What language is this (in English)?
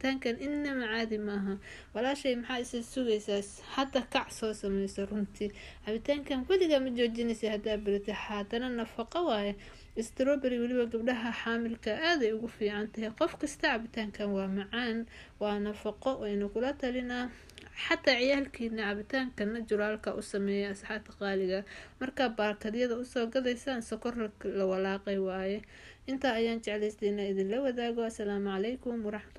Somali